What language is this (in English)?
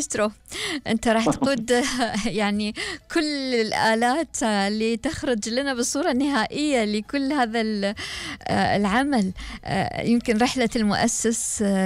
Gulf Arabic